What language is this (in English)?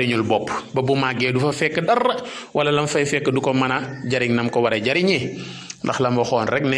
Wolof